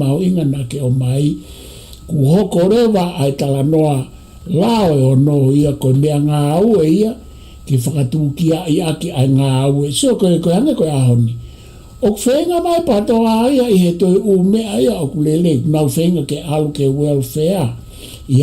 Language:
Tongan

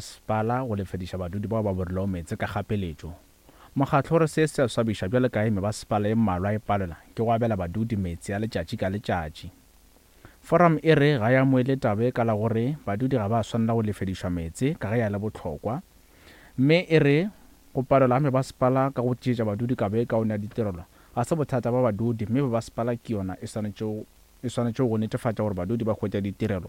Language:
Northern Sotho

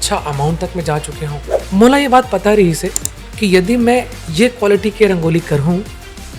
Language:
Chhattisgarhi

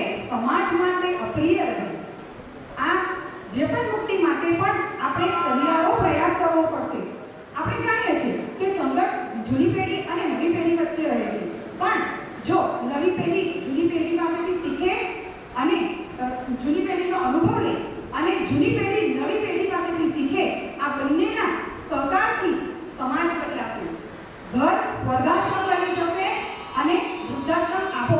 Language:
Gujarati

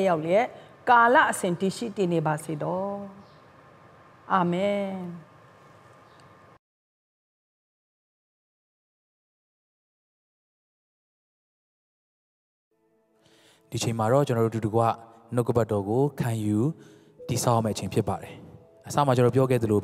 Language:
Burmese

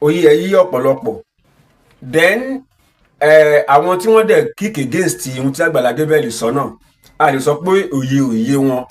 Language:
Yoruba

